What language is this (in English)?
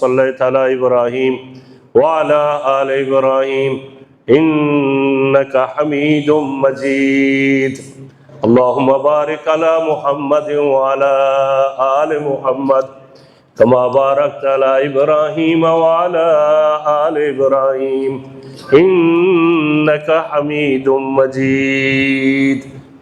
Baluchi